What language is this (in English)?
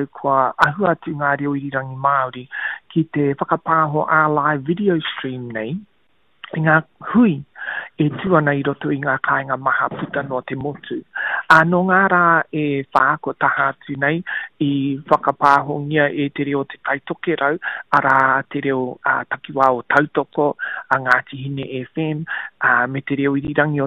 Māori